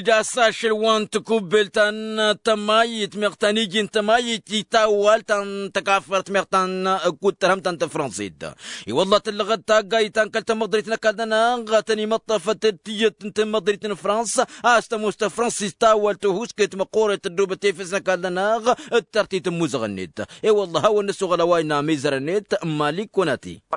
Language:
Tamasheq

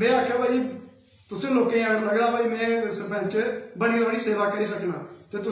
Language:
Dogri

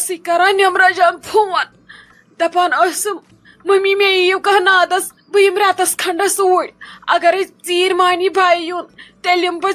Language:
Kashmiri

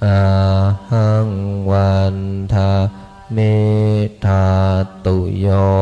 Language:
Pali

